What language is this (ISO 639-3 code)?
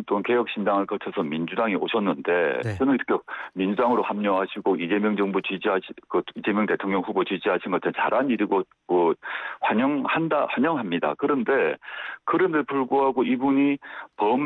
kor